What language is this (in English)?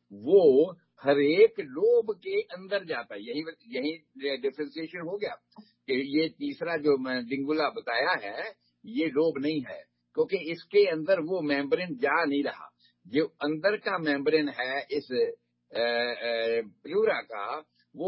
Urdu